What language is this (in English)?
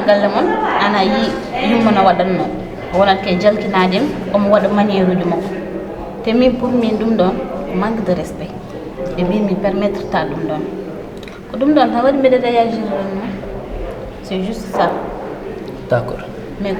Fula